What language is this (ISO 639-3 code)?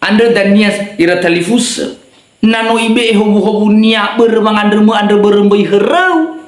nia